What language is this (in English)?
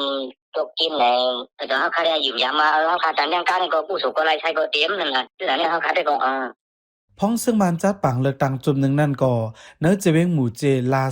Shan